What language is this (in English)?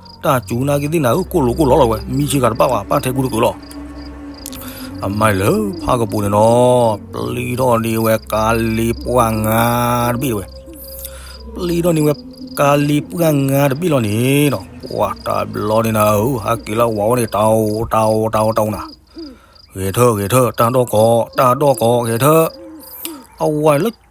S'gaw Karen